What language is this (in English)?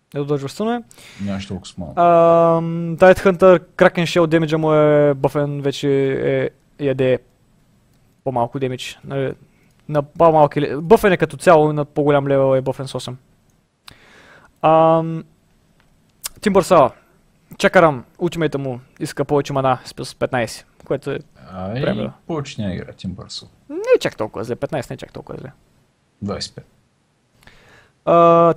Bulgarian